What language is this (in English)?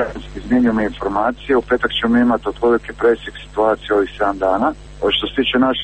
Croatian